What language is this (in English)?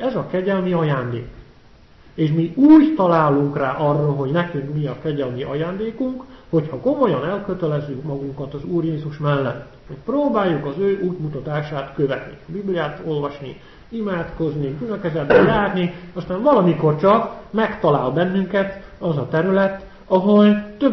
Hungarian